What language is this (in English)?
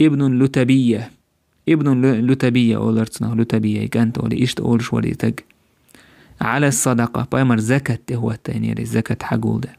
Chechen